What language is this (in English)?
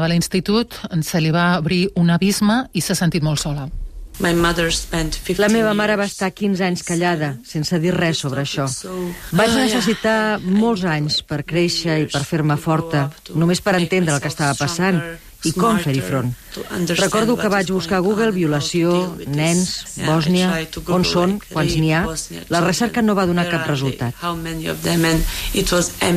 Catalan